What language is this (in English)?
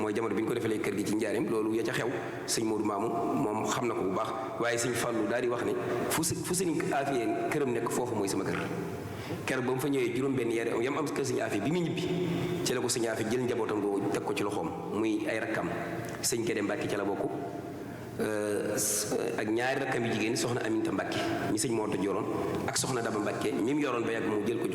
Wolof